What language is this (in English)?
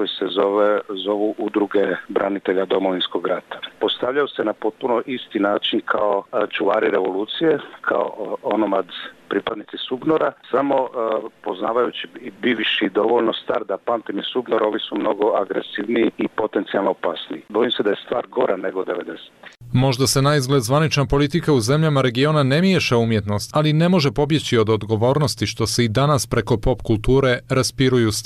Bosnian